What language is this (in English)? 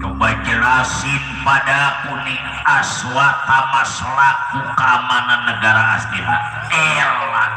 Betawi